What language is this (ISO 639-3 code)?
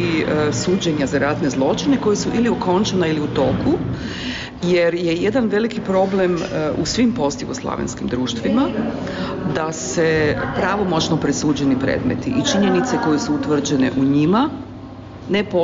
srp